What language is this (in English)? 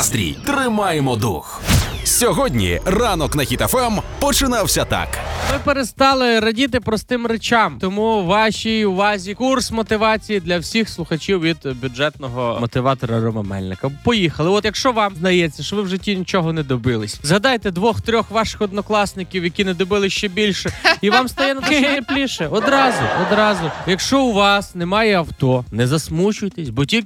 Ukrainian